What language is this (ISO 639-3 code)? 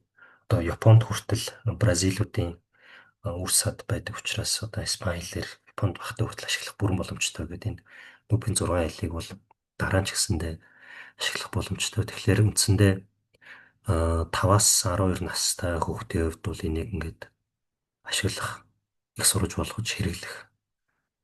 mon